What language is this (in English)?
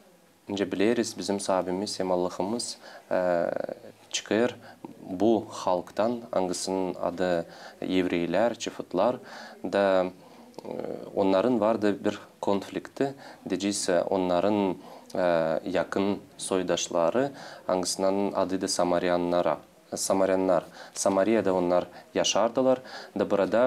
Gagauz